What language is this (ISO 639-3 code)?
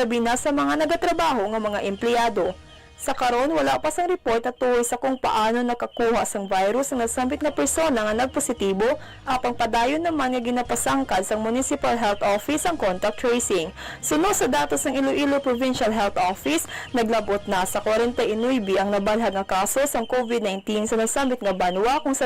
hil